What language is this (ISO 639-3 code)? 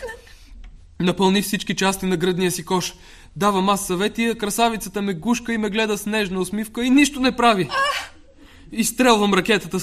bul